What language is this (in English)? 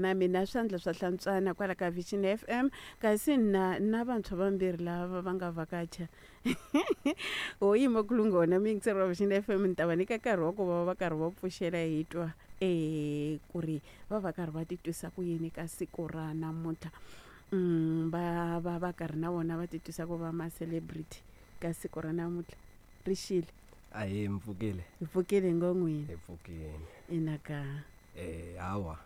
Tsonga